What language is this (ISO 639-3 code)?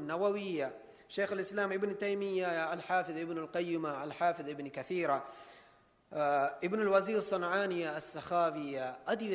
div